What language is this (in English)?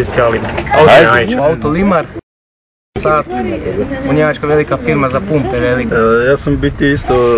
Croatian